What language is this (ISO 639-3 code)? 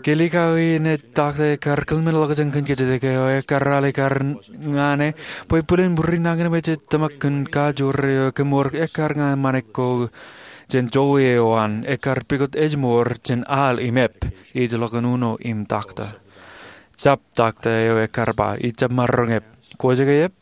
mah